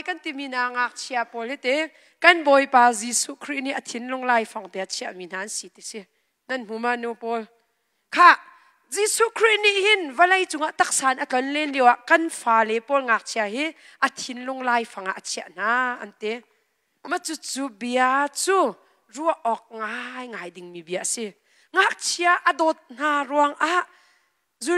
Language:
Hakha Chin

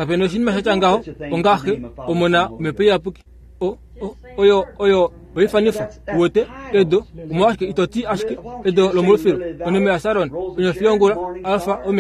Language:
Kuanyama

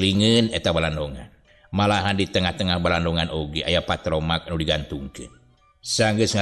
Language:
Sundanese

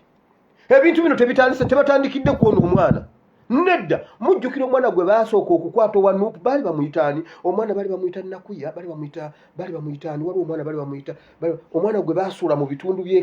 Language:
Ganda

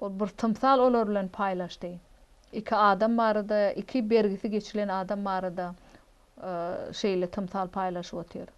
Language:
Turkmen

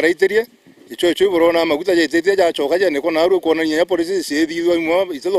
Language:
Meru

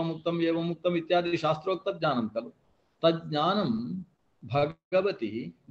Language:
Sanskrit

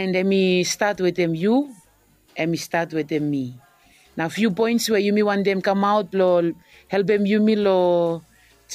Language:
Bislama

